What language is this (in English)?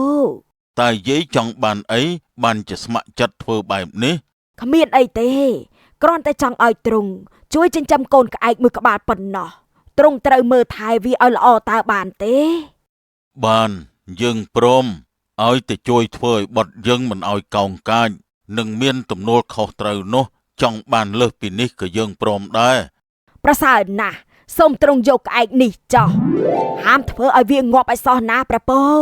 Khmer